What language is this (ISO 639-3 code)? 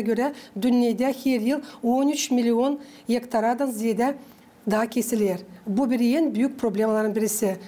gag